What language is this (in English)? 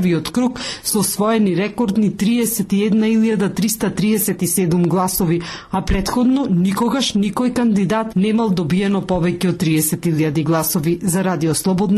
Macedonian